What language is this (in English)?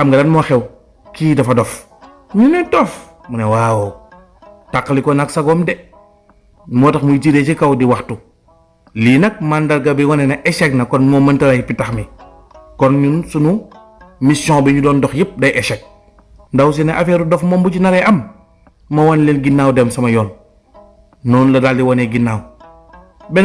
Wolof